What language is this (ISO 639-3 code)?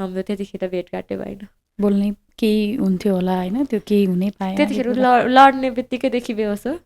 nep